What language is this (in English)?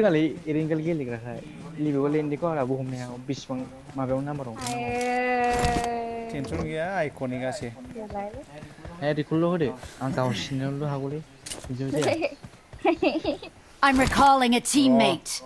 Bodo